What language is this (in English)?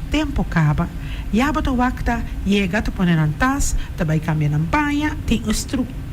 Papiamento